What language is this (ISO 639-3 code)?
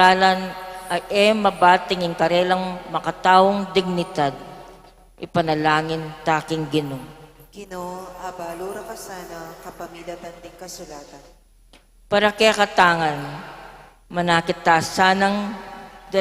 pam